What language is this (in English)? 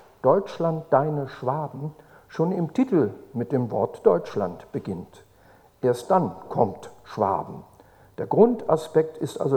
German